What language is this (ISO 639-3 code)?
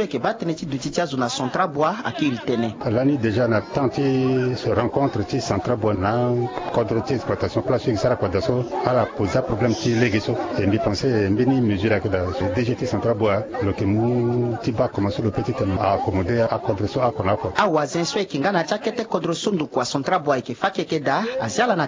sag